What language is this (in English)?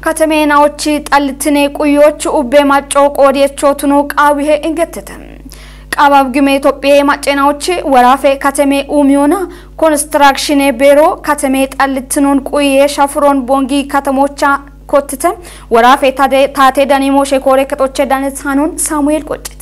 Kafa